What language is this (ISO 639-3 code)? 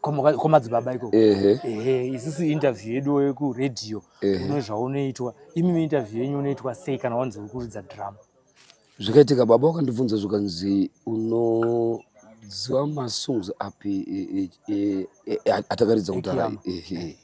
sna